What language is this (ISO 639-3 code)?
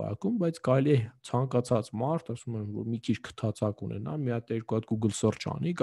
hye